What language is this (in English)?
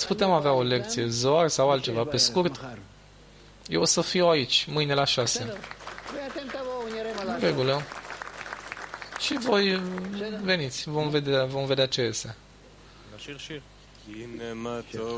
Romanian